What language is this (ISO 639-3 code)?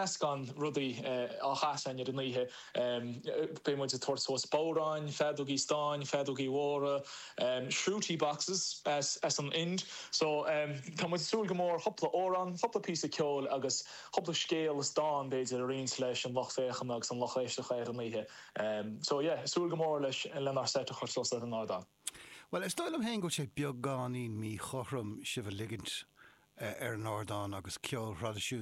gle